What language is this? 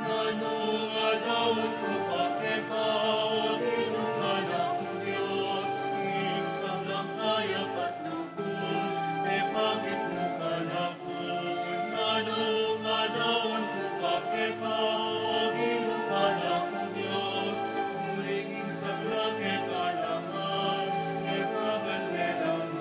Pampanga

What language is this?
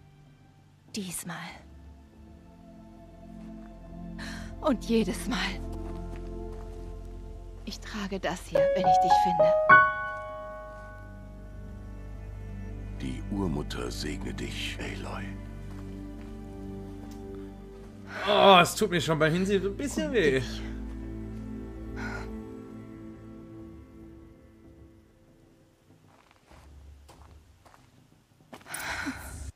German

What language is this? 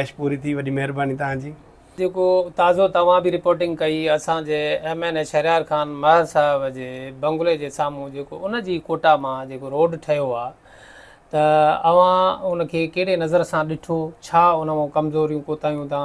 Sindhi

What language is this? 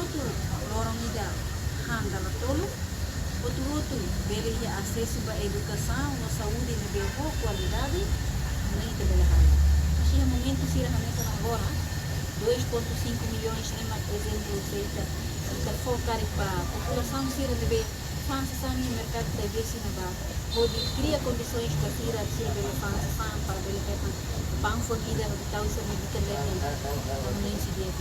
Tetum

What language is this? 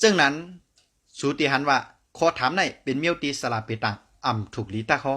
Shan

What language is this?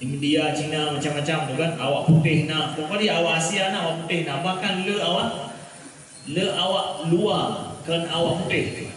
Achinese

